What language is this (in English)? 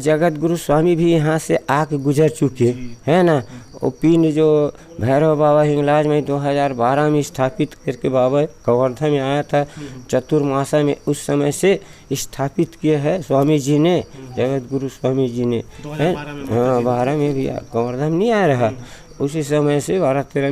Chhattisgarhi